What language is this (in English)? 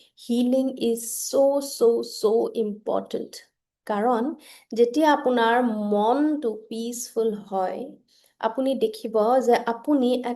Assamese